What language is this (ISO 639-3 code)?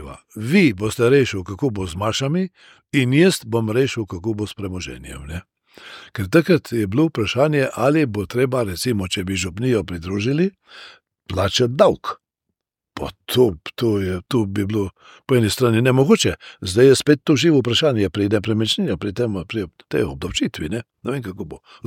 slv